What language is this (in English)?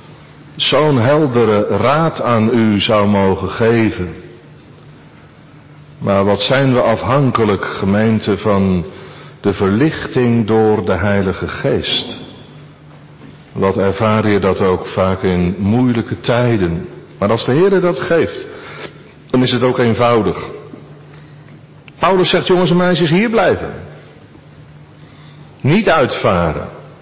Dutch